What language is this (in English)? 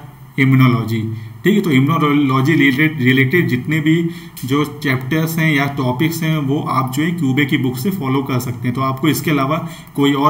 Hindi